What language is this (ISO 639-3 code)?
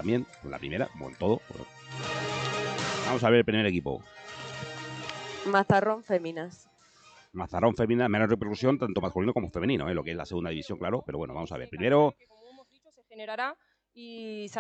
spa